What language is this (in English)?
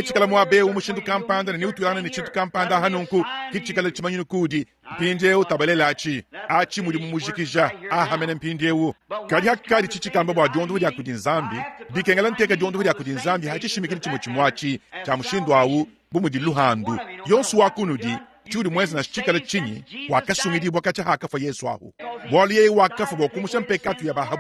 Luba-Lulua